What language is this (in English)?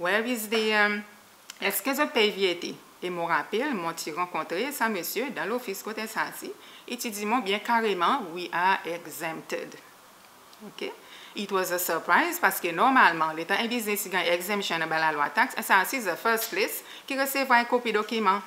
Seselwa Creole French